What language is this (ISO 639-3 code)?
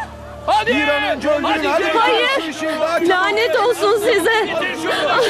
tur